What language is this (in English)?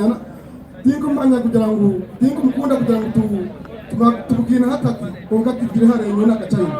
Nyankole